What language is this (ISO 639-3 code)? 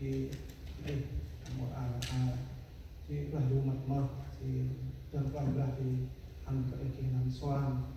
cmo